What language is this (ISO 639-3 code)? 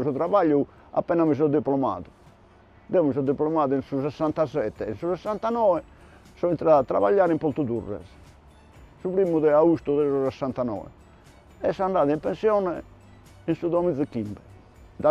srd